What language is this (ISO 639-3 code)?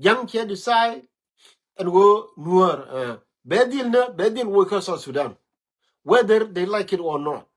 nus